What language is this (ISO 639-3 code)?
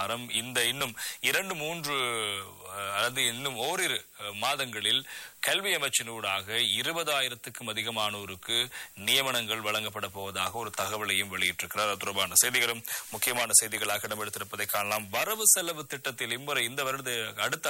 tam